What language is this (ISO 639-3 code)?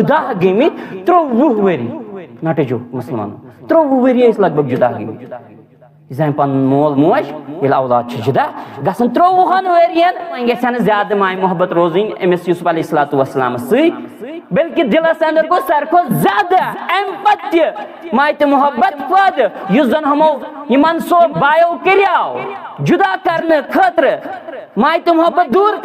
kas